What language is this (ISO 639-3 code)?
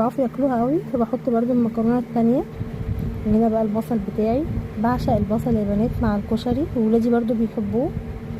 arz